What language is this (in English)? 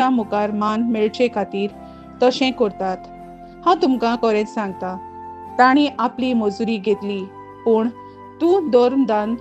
Konkani